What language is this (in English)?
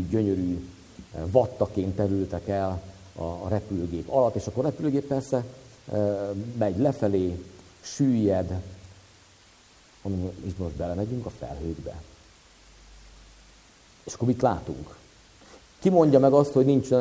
Hungarian